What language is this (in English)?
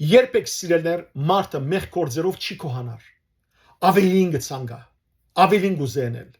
Western Armenian